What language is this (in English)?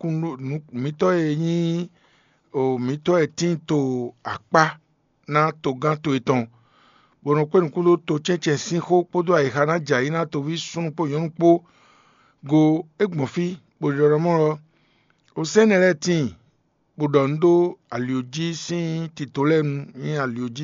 Fon